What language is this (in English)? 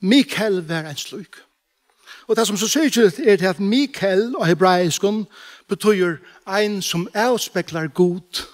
Faroese